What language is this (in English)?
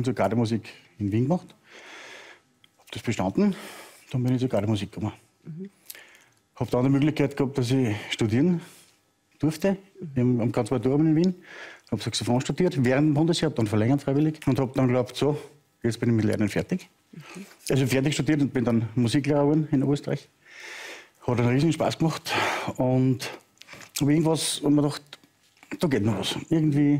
German